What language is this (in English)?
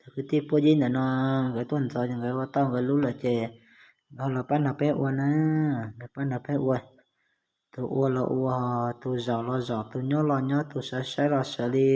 Hmong